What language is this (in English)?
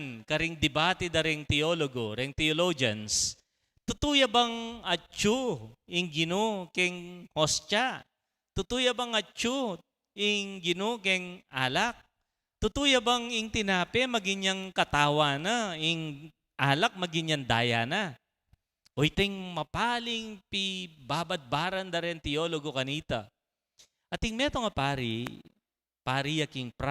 Pampanga